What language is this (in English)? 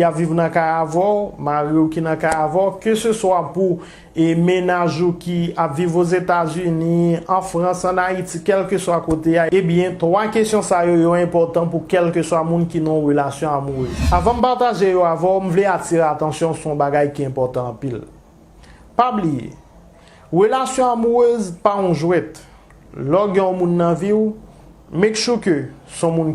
Haitian Creole